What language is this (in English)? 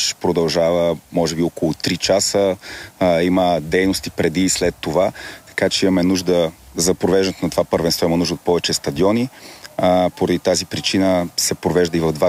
Bulgarian